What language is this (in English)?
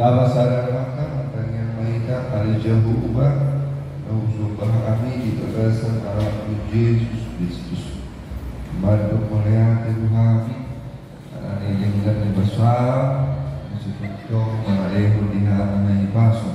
Batak Toba